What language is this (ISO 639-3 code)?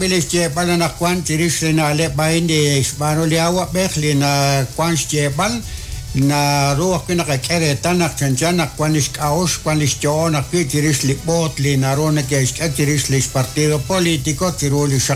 kek